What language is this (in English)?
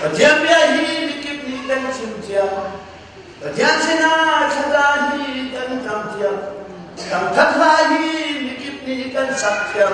Hakha Chin